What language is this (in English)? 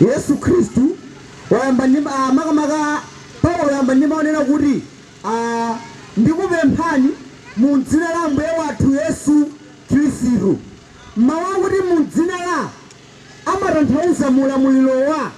Nyanja